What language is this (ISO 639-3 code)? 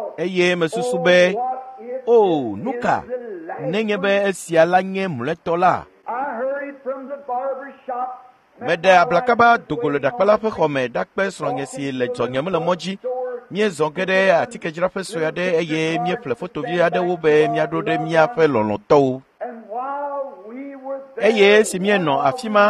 ewe